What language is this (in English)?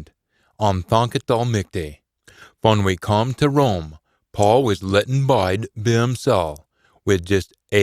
Scots